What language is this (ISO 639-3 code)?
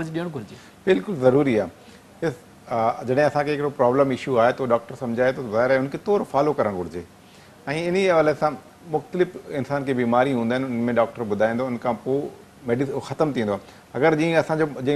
snd